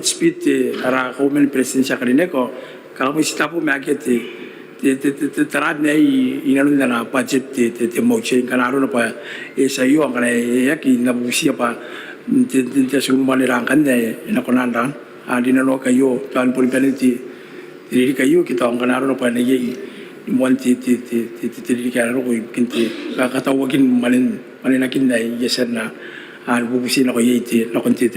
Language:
Gilbertese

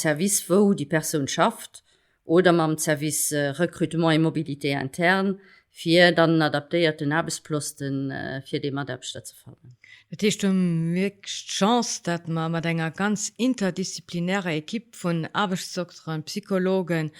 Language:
Luxembourgish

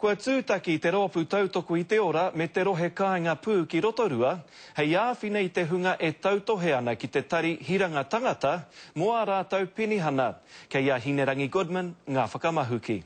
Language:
Māori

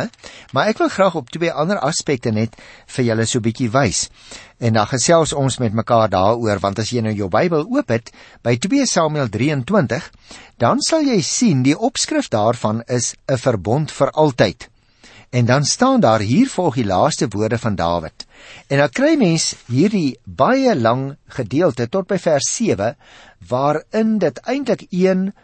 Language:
Afrikaans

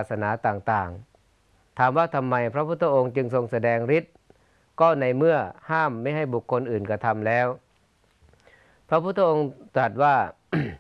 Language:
Thai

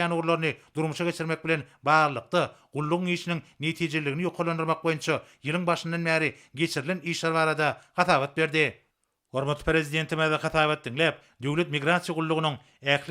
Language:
Turkmen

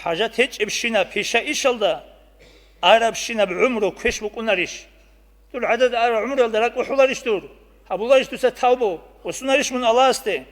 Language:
Avaric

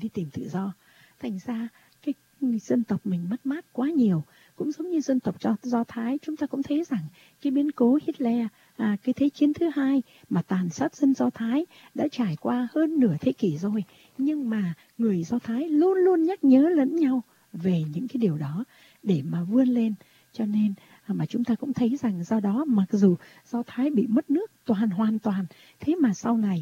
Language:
Vietnamese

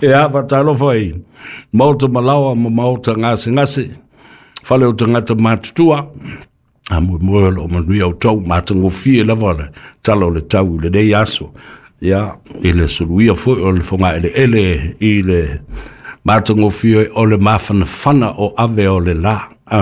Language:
Samoan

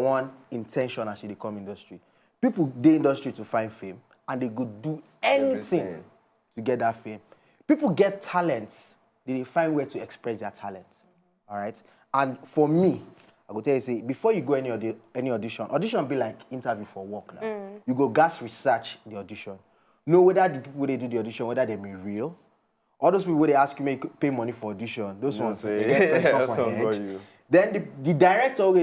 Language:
Nigerian Pidgin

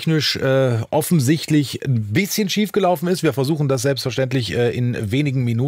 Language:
German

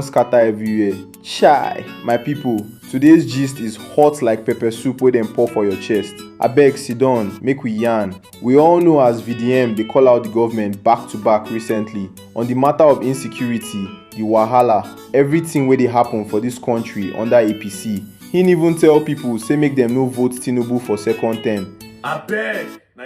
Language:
Nigerian Pidgin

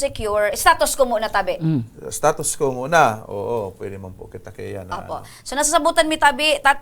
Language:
Bikol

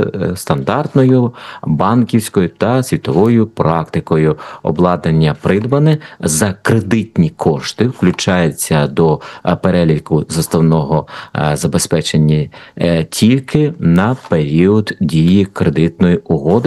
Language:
Ukrainian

